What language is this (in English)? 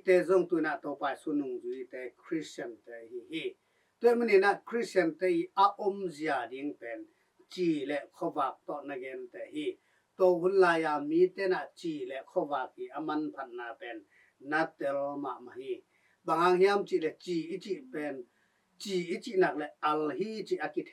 Tedim Chin